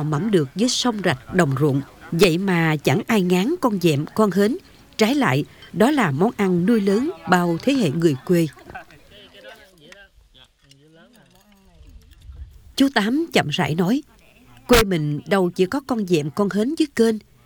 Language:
Vietnamese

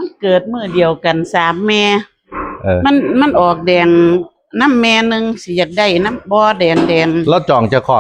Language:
Northeastern Thai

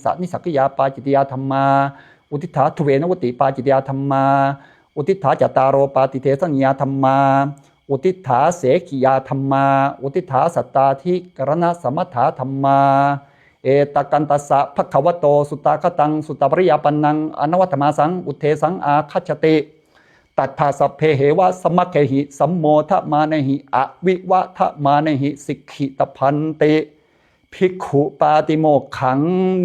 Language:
Pali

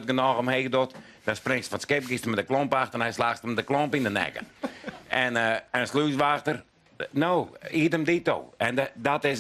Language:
Western Frisian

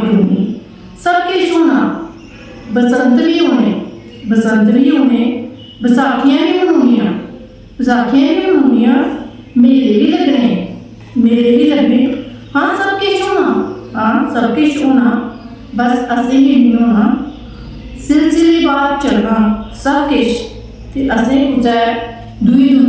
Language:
Dogri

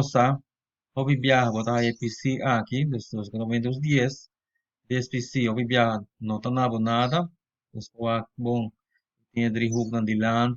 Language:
Papiamento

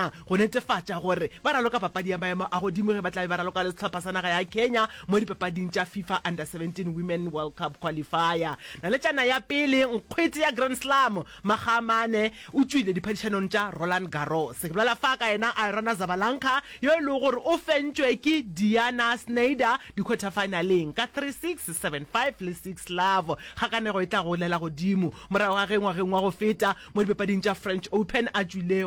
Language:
Northern Sotho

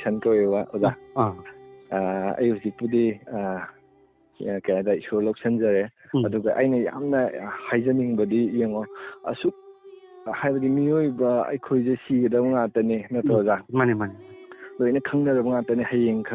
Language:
Manipuri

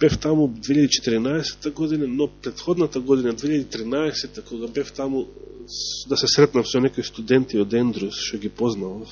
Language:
Macedonian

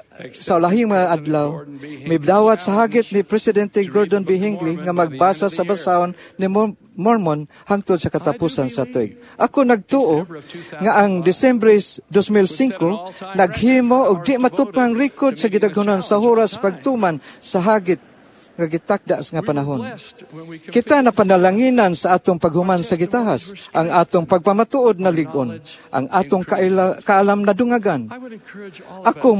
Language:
Cebuano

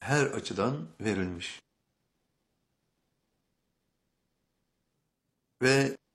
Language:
Turkish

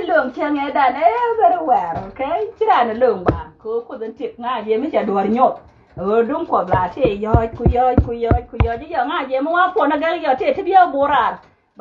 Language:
Nuer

